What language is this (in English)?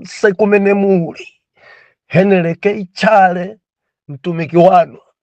Nyanja